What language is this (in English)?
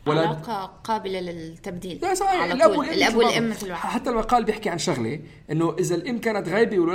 North Levantine Arabic